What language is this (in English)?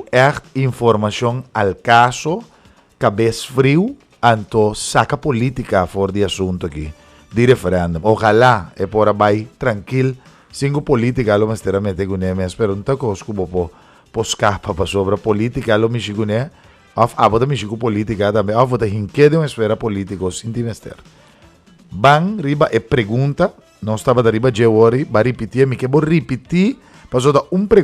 Papiamento